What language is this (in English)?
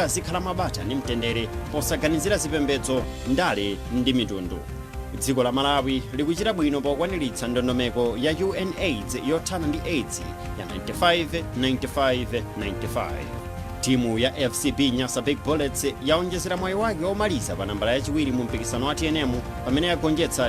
Nyanja